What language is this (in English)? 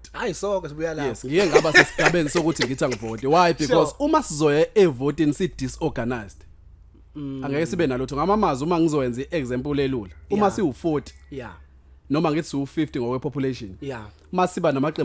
Zulu